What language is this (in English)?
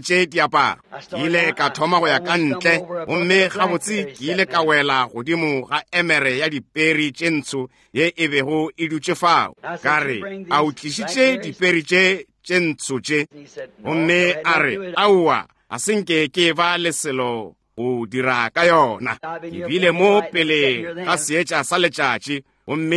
Northern Sotho